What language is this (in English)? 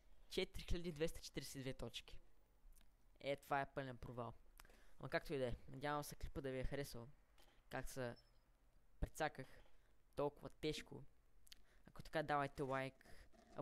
Bulgarian